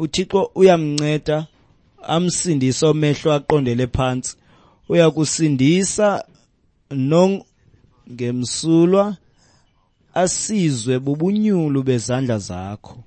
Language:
Xhosa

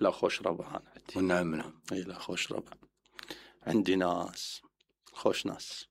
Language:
Mesopotamian Arabic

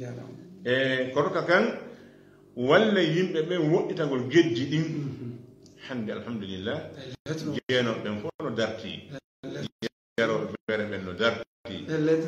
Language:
Fula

